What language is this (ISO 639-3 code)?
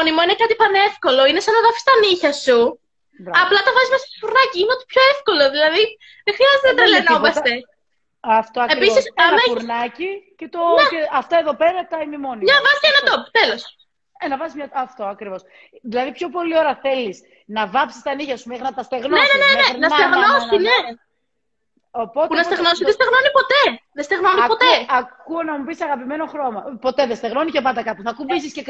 ell